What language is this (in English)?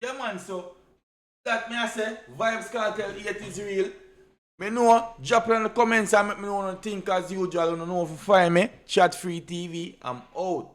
Jamaican Creole English